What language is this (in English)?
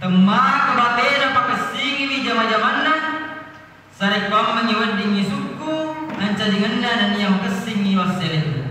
Buginese